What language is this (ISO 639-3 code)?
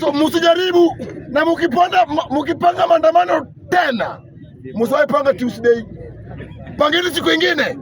swa